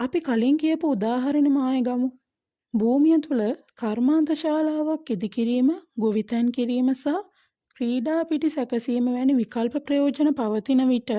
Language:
Sinhala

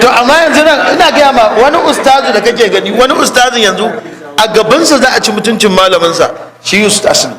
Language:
Hausa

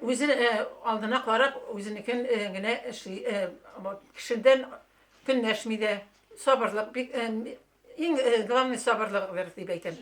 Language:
Tatar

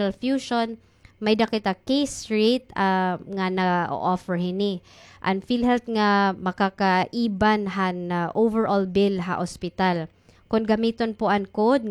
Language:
Waray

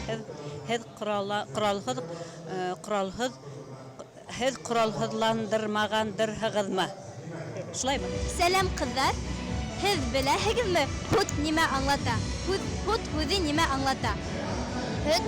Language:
Bashkir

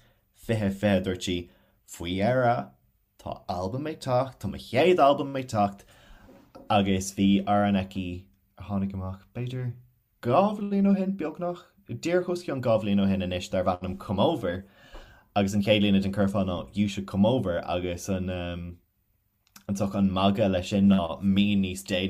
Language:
Irish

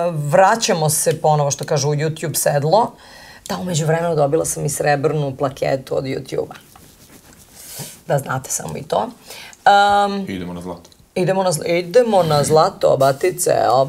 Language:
Serbian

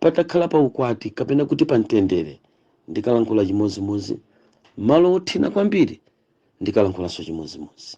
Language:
Nyanja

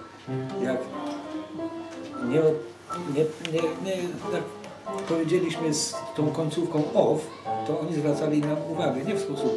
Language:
Polish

